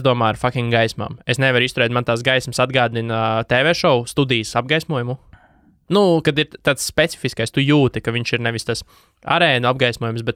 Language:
Latvian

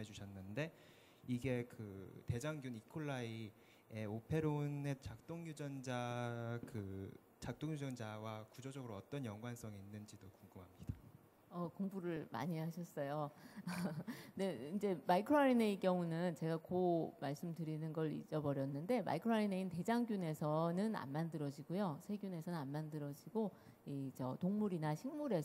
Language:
Korean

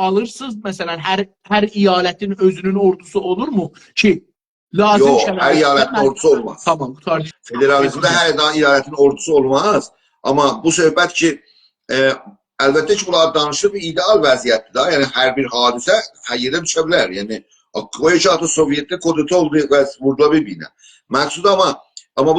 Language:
South Azerbaijani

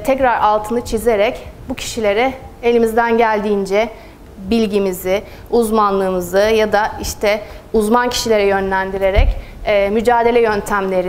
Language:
Turkish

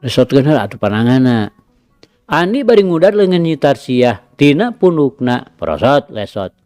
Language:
Sundanese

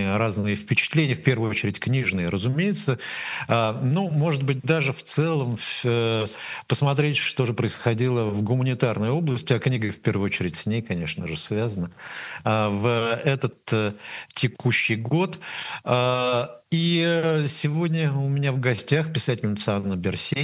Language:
Russian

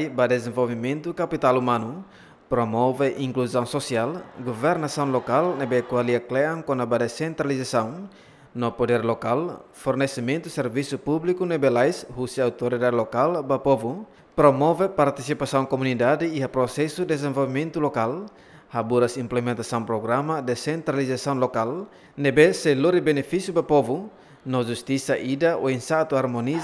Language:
Tetum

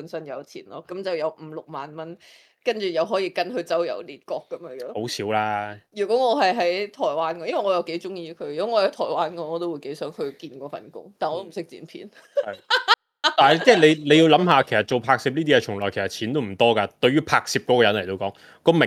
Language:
Cantonese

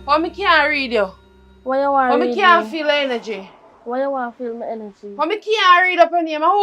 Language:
Jamaican Creole English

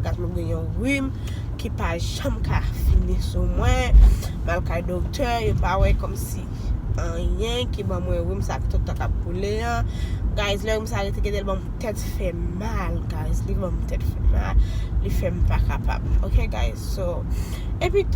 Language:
Haitian Creole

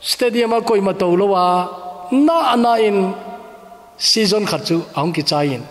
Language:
Thado Chin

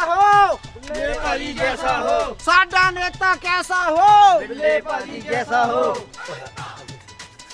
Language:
Punjabi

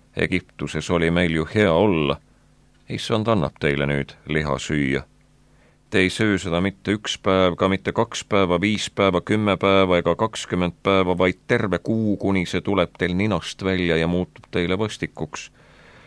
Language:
Estonian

